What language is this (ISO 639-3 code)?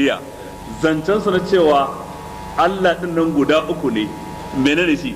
hau